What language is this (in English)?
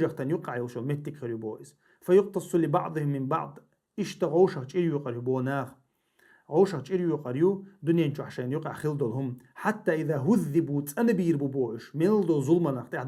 Chechen